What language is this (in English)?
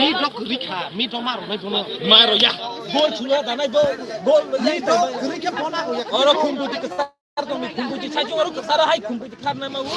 Kok Borok